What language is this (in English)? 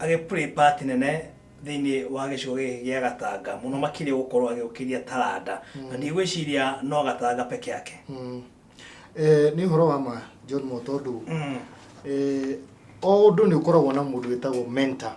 Kikuyu